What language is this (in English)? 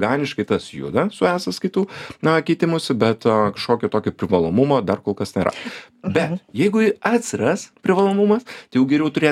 Lithuanian